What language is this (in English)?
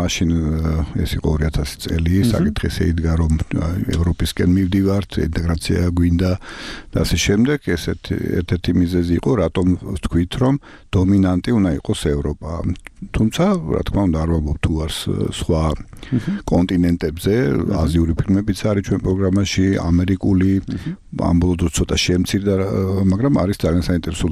Georgian